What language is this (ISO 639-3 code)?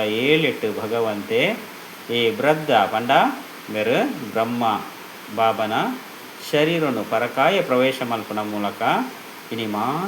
tcy